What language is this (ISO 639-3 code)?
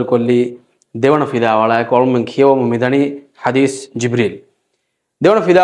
div